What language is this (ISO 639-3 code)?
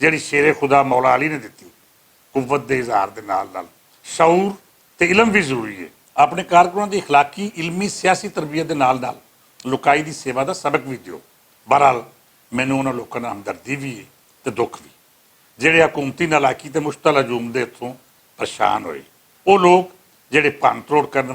lah